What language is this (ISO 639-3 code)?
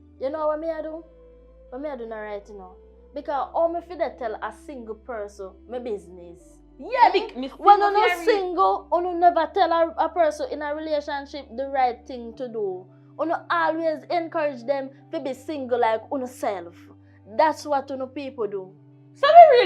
jam